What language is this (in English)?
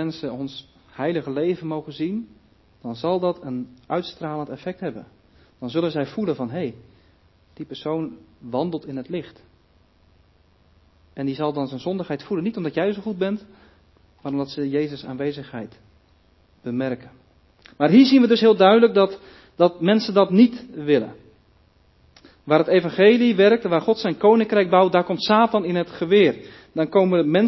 Dutch